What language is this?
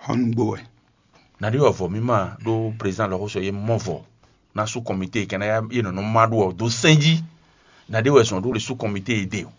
Fon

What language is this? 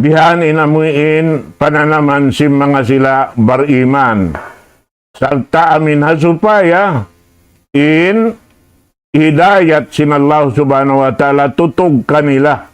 Tausug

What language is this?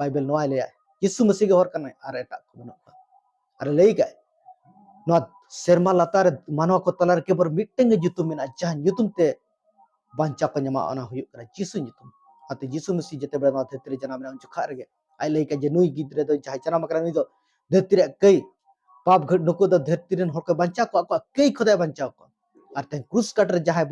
Santali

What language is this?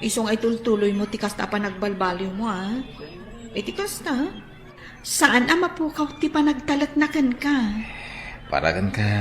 Iloko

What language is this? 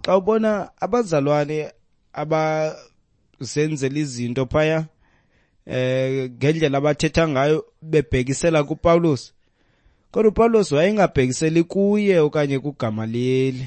Xhosa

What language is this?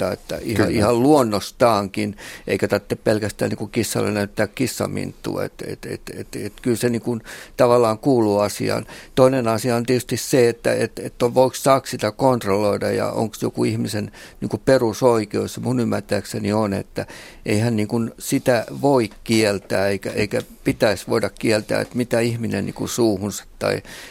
Finnish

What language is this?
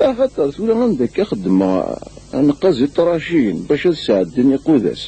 Kabyle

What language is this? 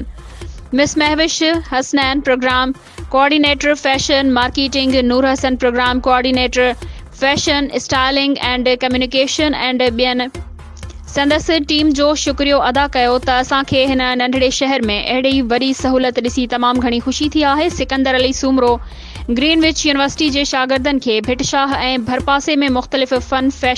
Sindhi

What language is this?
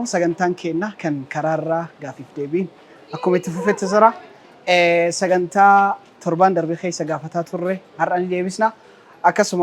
Oromo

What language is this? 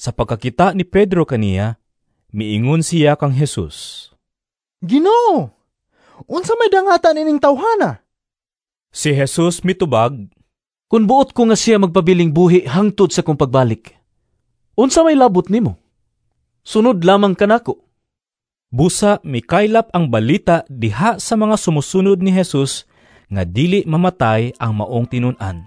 Cebuano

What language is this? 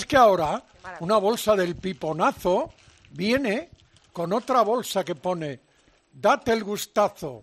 Spanish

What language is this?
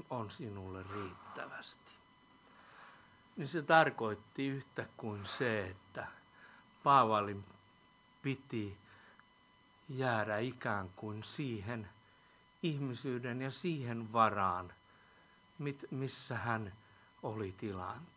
Finnish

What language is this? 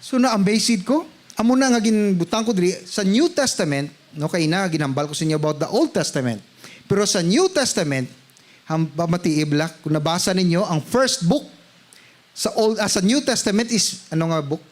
Hiligaynon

